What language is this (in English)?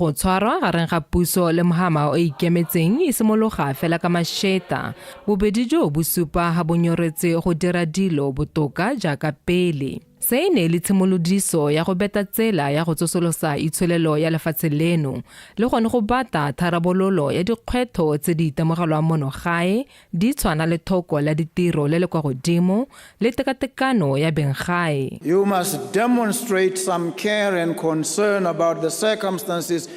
Tswana